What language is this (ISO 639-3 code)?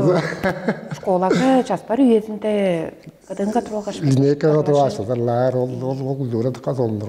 tyv